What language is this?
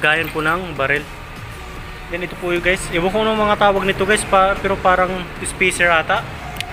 Filipino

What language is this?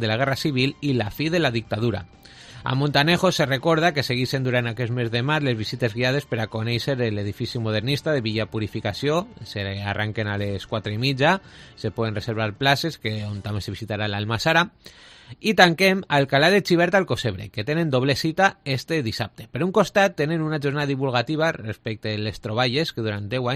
Catalan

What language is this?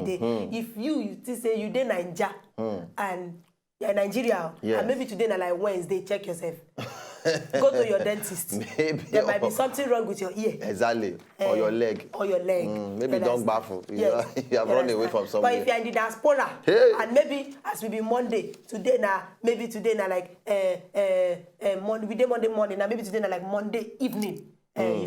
Nigerian Pidgin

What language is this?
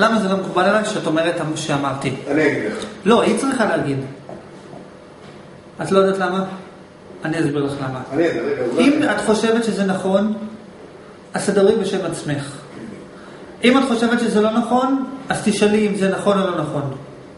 Hebrew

